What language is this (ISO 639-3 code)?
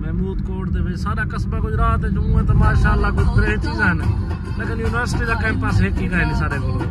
skr